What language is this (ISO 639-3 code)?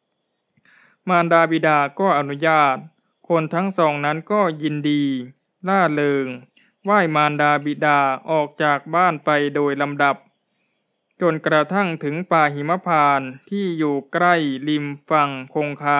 tha